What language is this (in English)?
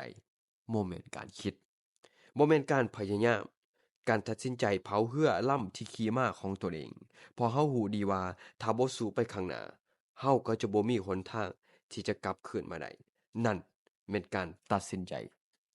Lao